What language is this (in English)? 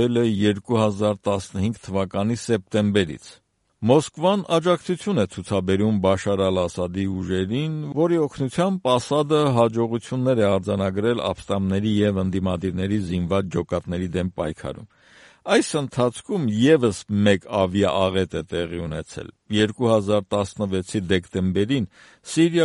Armenian